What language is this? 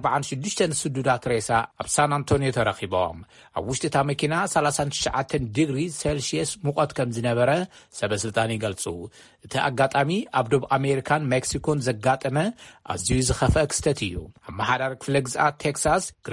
Tigrinya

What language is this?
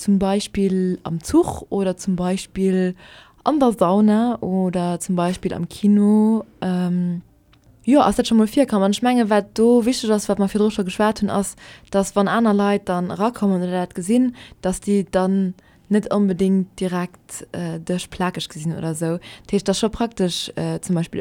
Luxembourgish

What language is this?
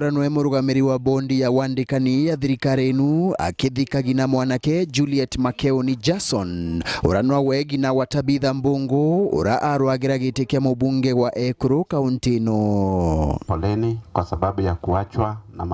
Meru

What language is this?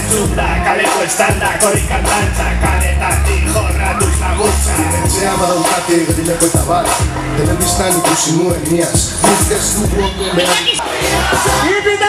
Basque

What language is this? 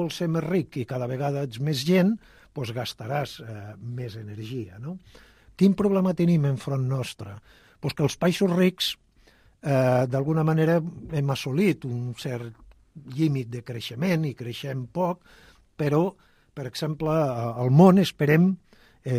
Catalan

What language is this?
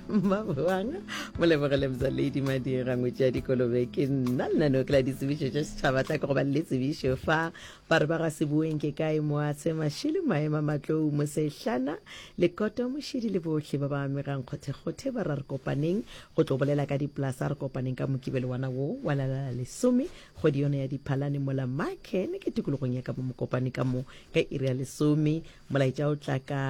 Northern Sotho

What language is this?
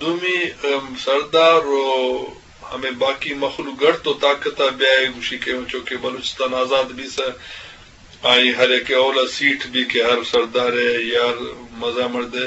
Eastern Balochi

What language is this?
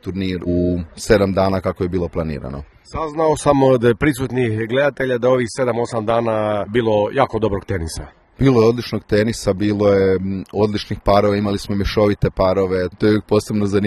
Croatian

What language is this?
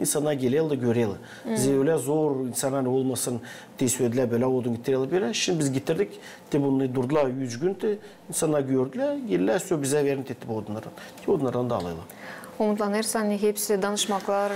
Gagauz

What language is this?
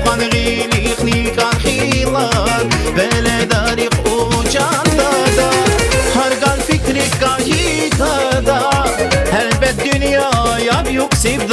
Tabassaran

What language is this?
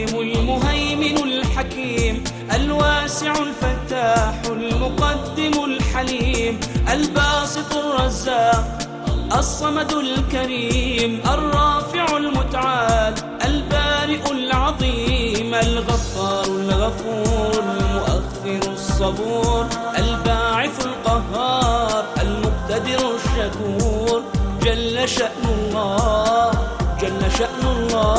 Arabic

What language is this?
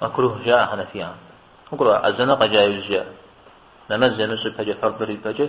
Kabardian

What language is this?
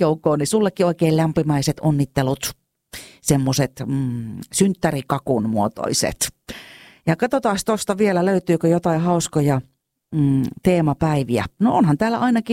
Finnish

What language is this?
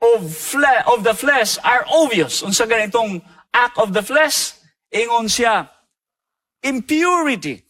Cebuano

